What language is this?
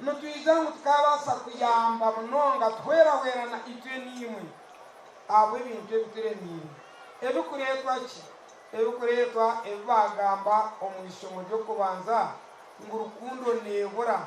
Nyankole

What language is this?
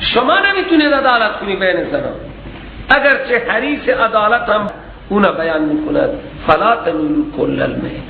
Persian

